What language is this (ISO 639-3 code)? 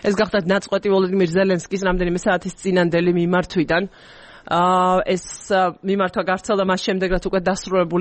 kat